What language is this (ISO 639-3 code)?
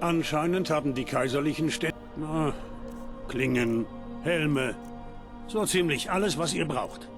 bar